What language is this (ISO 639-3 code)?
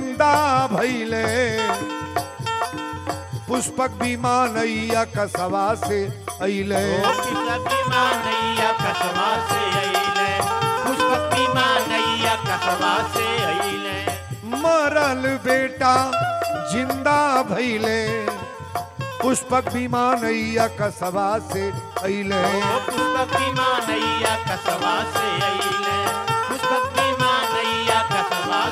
bho